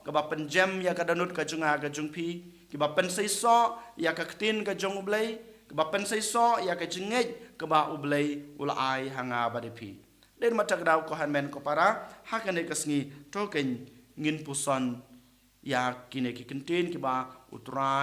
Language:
Khasi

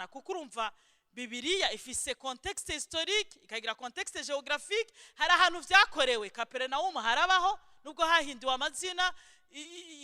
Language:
Rundi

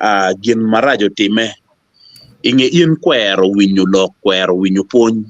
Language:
Acoli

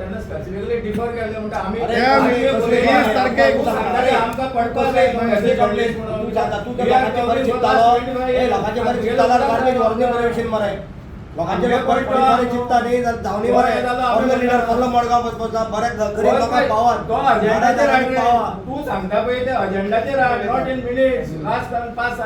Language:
Konkani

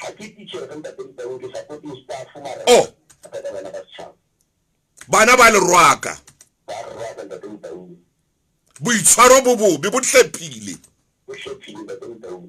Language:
Southern Sotho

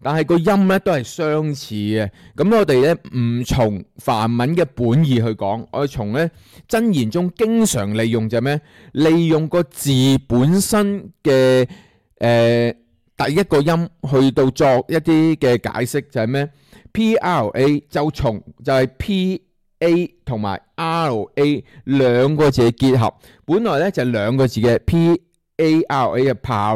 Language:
Cantonese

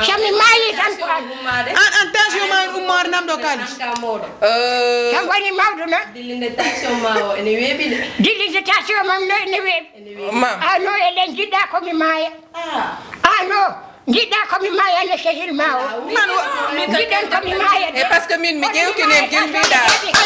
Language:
Fula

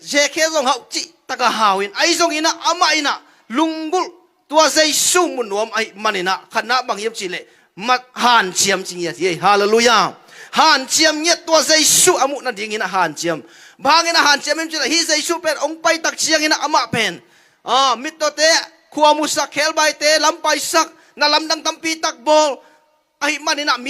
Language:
Tedim Chin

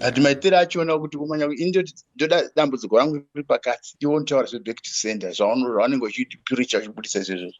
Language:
Shona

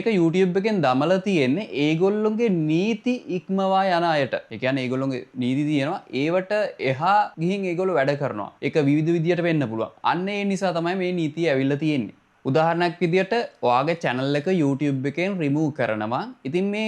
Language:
Sinhala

